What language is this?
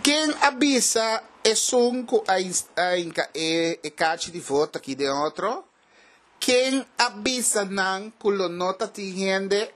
Papiamento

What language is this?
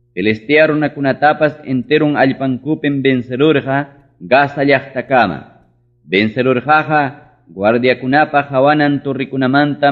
Ayacucho Quechua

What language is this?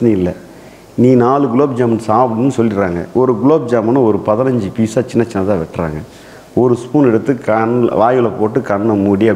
Tamil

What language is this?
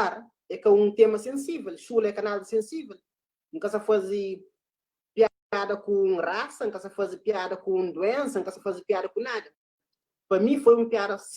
Kabuverdianu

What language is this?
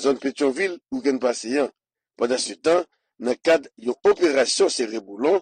Haitian Creole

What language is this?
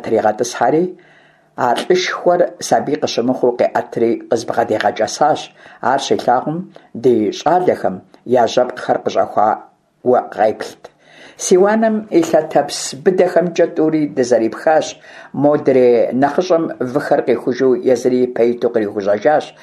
Kabardian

